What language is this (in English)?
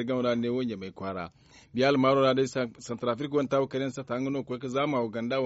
Zarma